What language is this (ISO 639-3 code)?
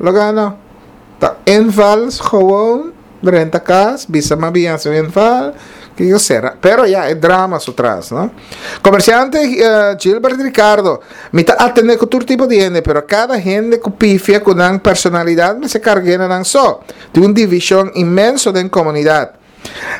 pap